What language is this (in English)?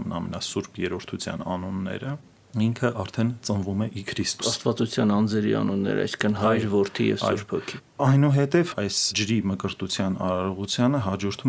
Armenian